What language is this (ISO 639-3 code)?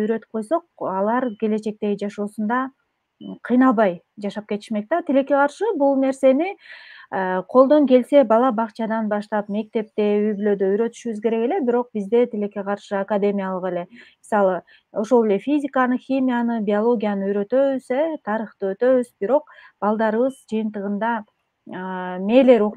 kir